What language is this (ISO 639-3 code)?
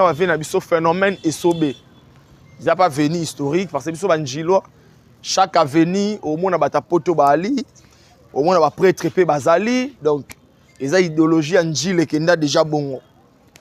lin